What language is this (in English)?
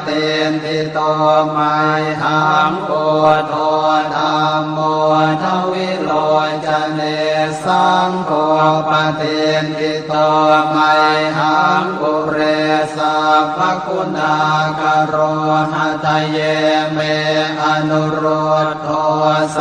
Pali